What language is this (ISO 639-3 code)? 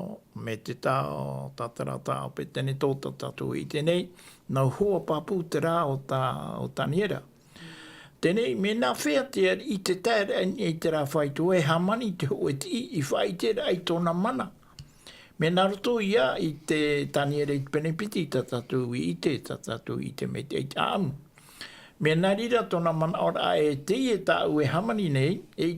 tah